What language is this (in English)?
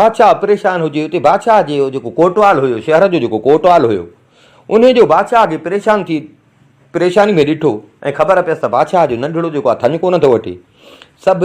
Sindhi